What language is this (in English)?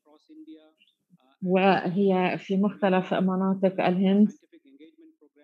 Arabic